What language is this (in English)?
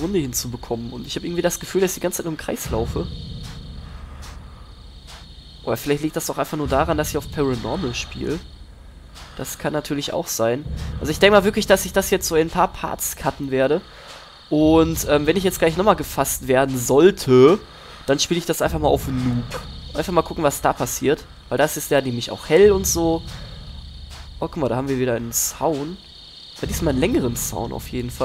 German